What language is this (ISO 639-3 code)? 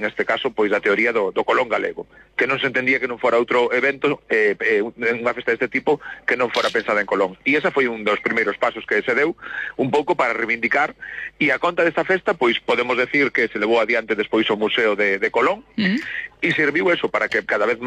glg